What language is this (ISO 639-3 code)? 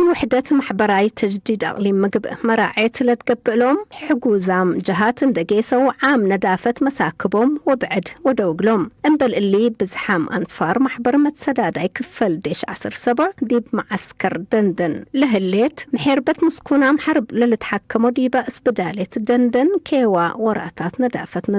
tig